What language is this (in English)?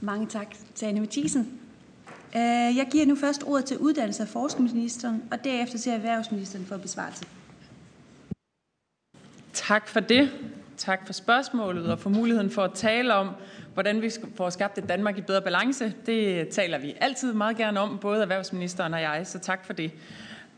Danish